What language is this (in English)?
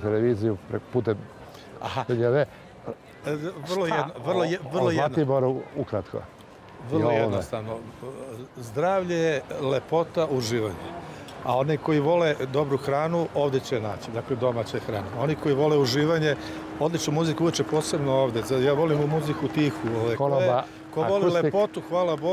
Serbian